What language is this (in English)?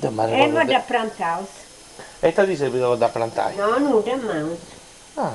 Sardinian